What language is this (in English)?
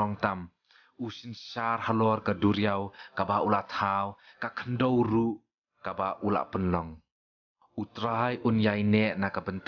Khasi